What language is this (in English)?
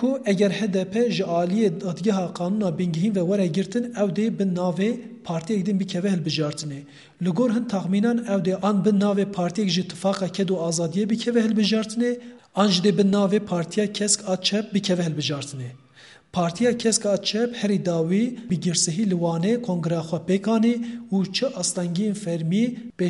Kurdish